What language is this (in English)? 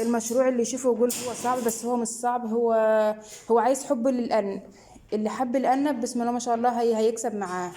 Egyptian Arabic